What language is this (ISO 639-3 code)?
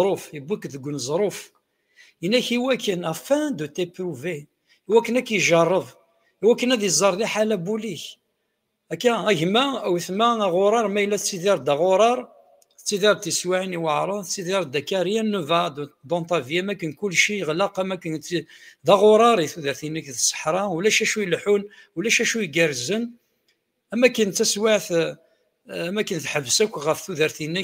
kab